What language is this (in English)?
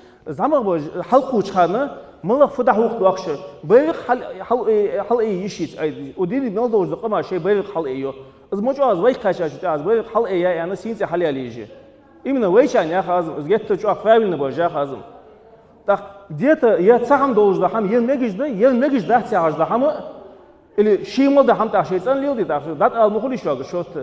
Ingush